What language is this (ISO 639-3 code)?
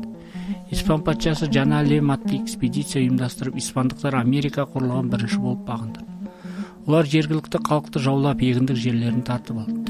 kaz